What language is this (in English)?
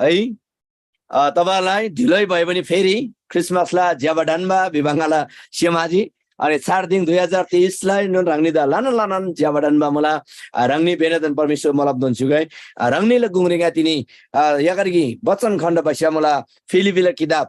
Eastern Tamang